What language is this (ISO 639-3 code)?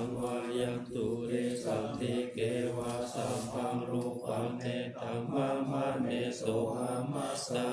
pli